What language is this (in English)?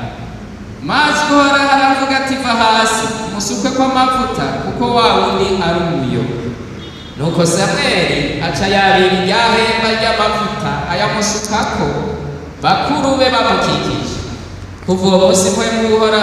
Rundi